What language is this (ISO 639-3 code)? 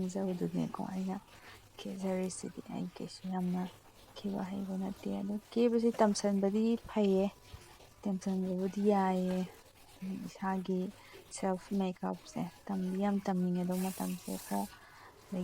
mni